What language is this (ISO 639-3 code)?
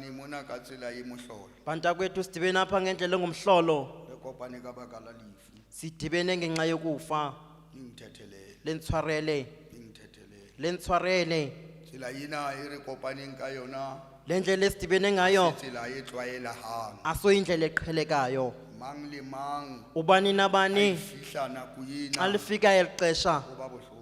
sot